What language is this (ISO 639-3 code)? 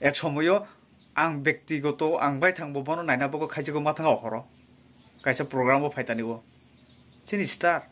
trp